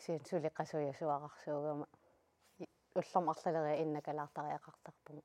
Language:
Kalaallisut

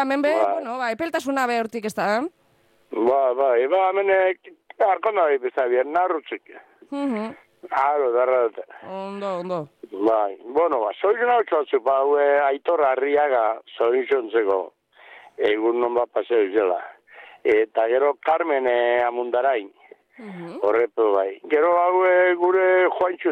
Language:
Basque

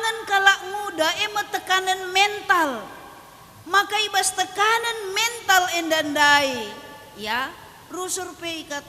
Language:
Batak Karo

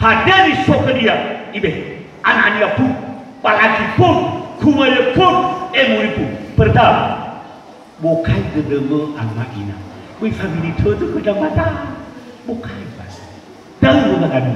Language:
Nias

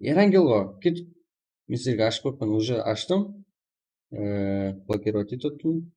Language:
Kara-Kalpak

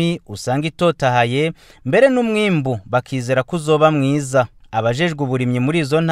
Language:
Rundi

